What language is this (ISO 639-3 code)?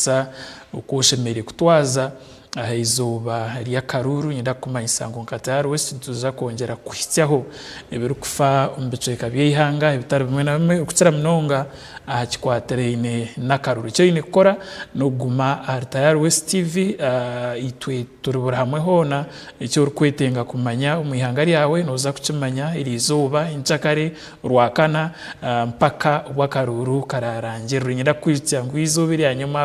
nyn